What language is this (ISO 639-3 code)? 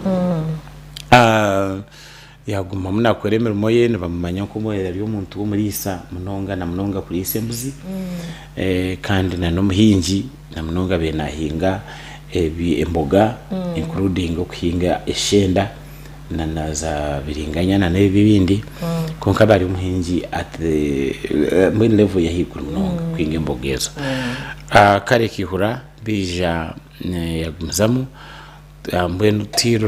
nyn